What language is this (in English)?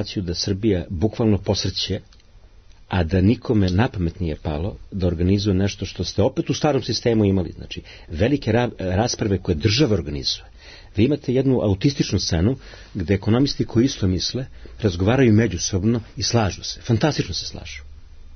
Serbian